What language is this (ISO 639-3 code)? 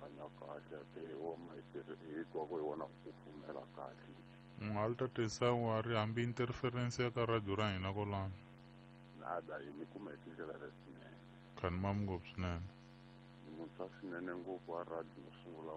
tso